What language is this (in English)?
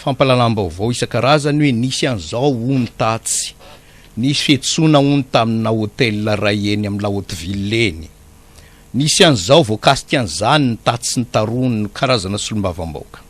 Malagasy